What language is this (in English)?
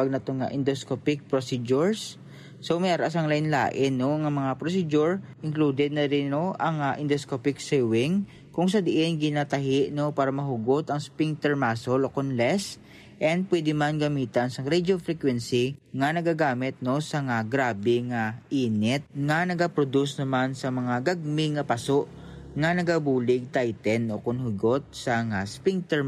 Hiligaynon